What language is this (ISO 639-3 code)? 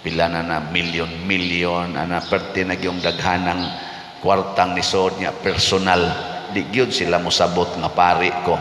ceb